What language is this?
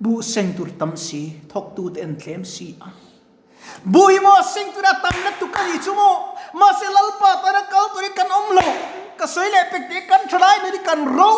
Mizo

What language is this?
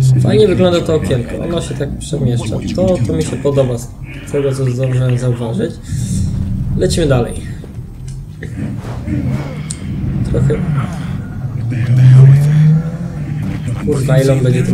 Polish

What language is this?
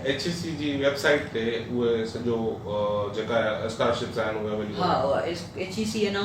Sindhi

